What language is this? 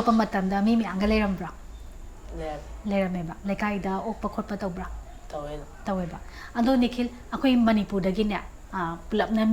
Manipuri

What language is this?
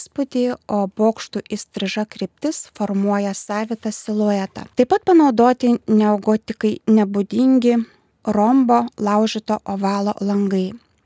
Lithuanian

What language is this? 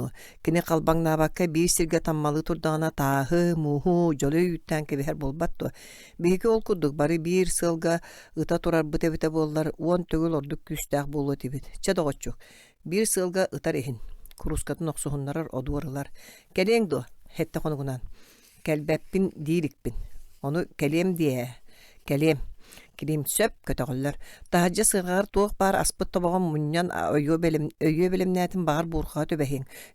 Yakut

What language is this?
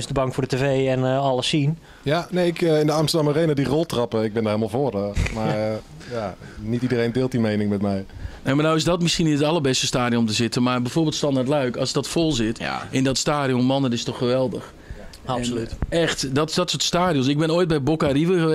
Dutch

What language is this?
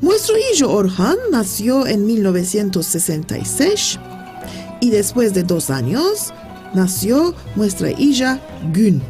Ladino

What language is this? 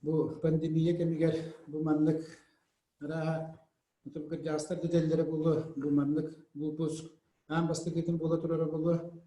Yakut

